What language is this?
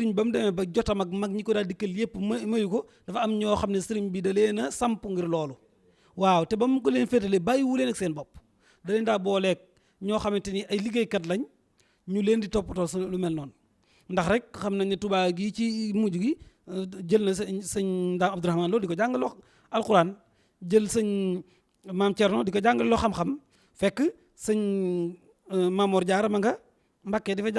Wolof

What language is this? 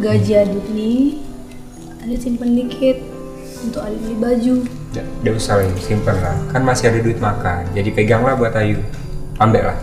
Musi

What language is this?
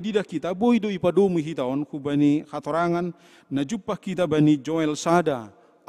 Batak Simalungun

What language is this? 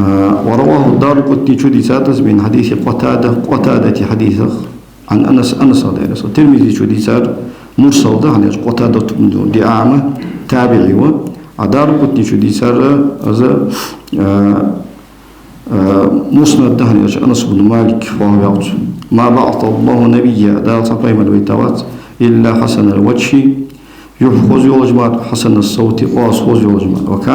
Ingush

